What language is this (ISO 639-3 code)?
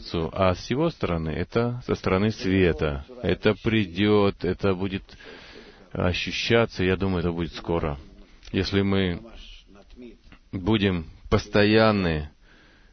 rus